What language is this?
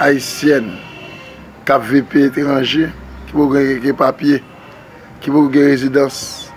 Haitian Creole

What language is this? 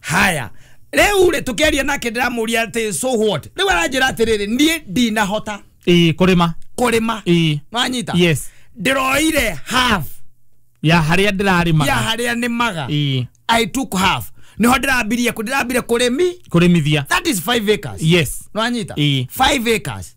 Kikuyu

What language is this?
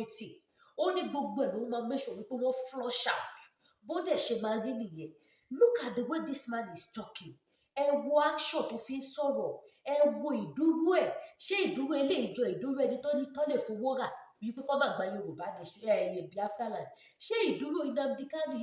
Yoruba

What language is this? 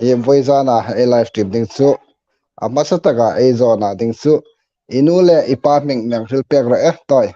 Hmar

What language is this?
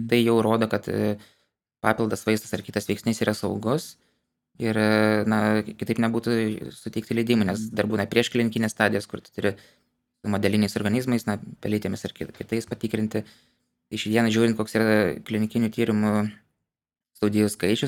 Lithuanian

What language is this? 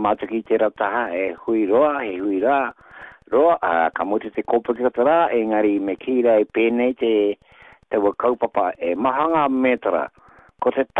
Māori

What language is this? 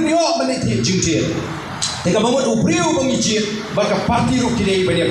Khasi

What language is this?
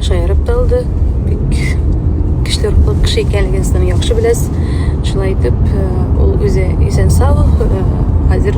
Tatar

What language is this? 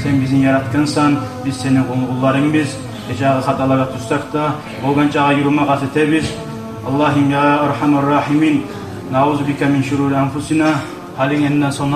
Kumyk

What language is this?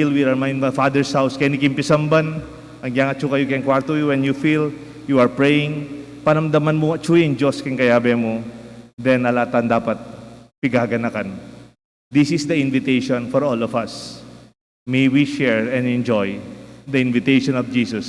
Pampanga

